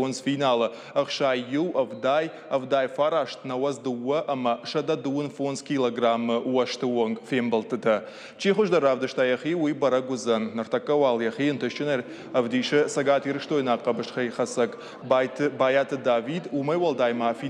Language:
Ossetic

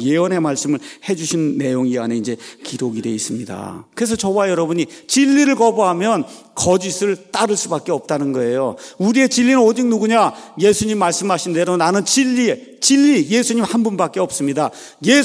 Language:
Korean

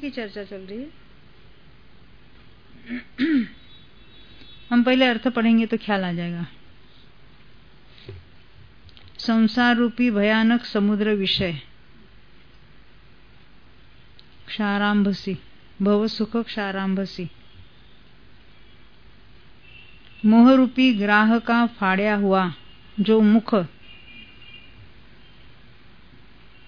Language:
Hindi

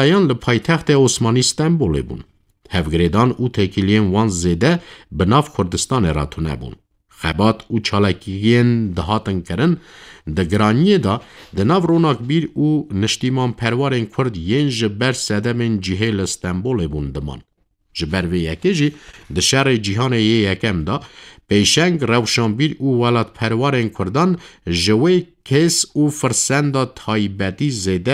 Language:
Kurdish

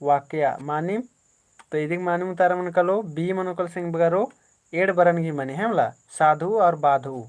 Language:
Kurukh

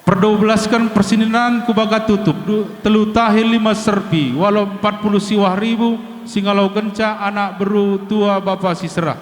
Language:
Batak Karo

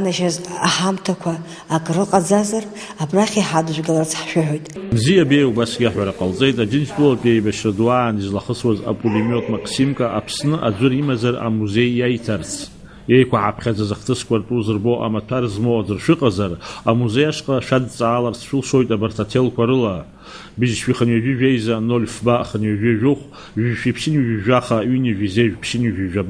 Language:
Abkhazian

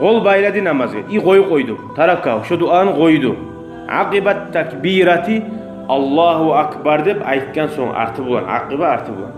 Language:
Kumyk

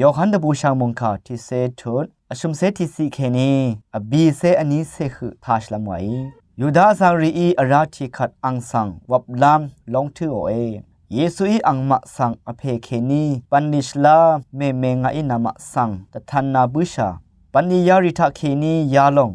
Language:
Rawang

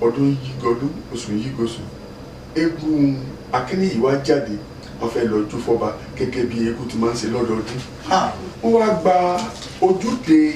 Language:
Yoruba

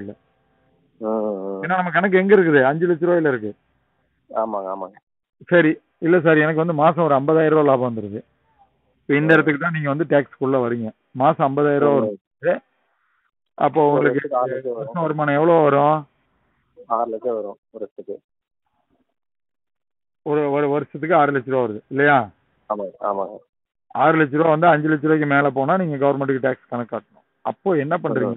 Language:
Tamil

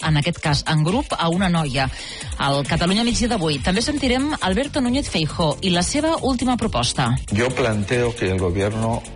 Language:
Catalan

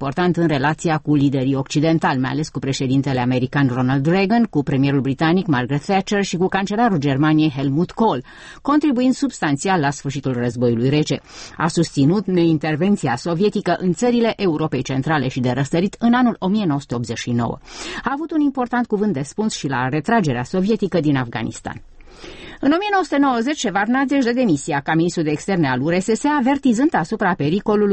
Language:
Romanian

